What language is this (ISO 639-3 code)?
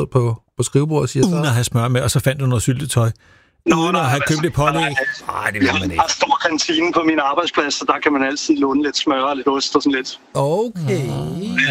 dan